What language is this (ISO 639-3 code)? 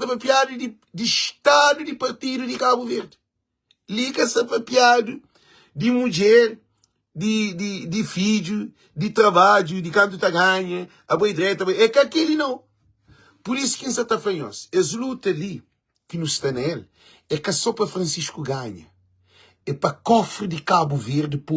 kea